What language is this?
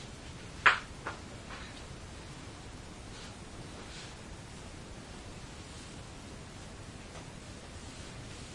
Estonian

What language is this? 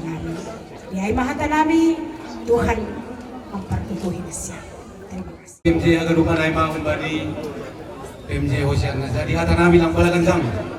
Batak Simalungun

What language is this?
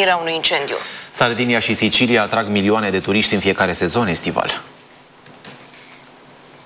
Romanian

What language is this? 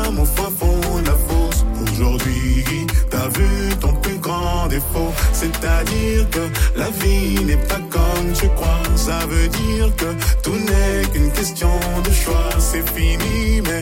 French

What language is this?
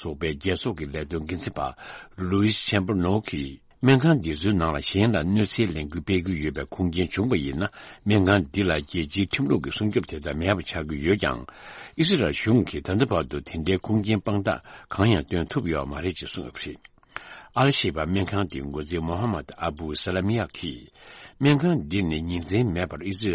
Tibetan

